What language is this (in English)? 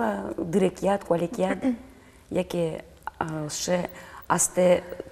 Udmurt